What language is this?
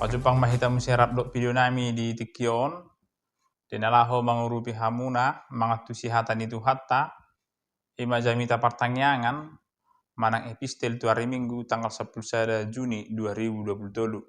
Batak Toba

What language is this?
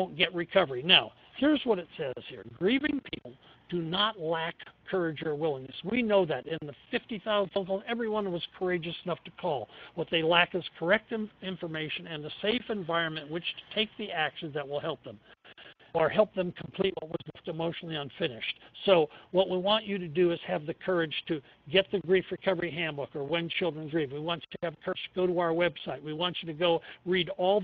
English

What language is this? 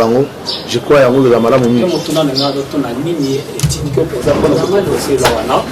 Lingala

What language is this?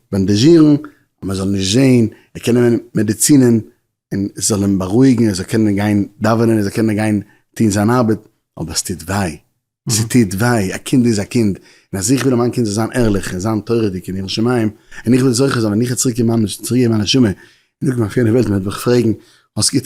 Yiddish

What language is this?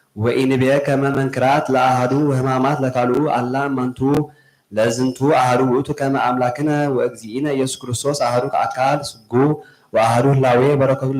Geez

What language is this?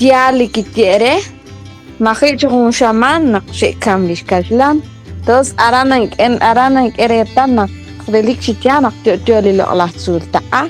Kekchí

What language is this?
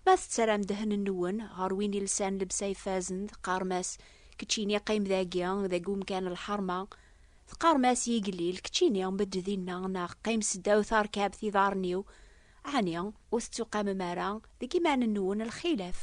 Kabyle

